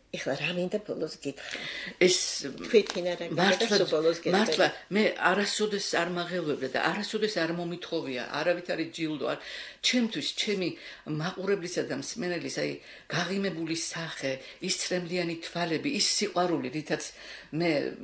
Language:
Georgian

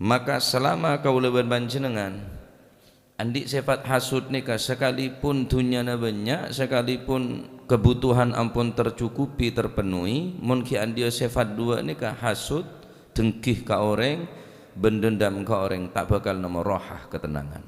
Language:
Madurese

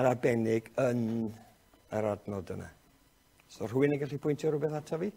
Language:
Welsh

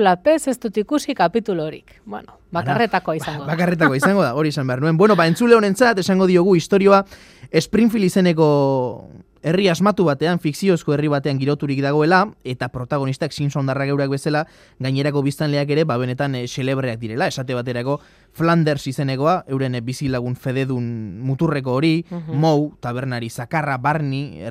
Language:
Basque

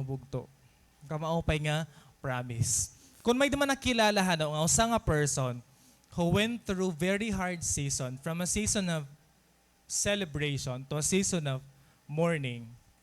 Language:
Waray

